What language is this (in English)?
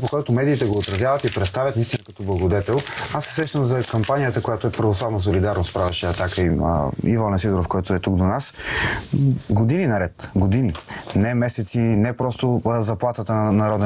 Bulgarian